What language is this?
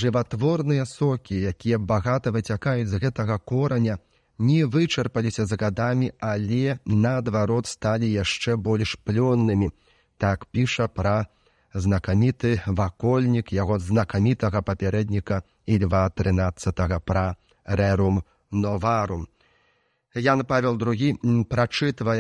Belarusian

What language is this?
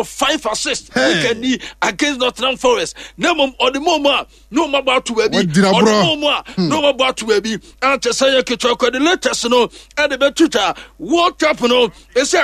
Akan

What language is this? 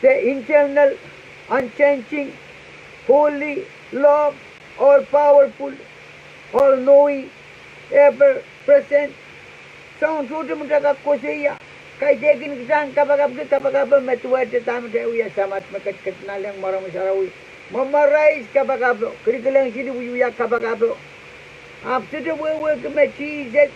Pohnpeian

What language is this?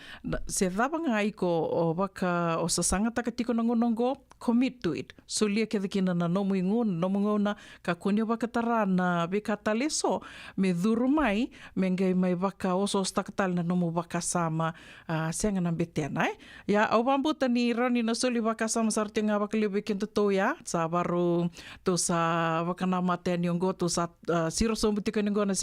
Fijian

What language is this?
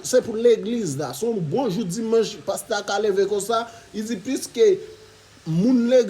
Haitian Creole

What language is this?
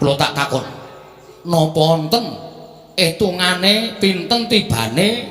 Javanese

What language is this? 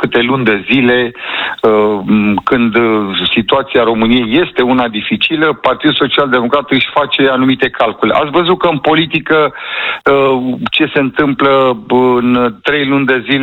Romanian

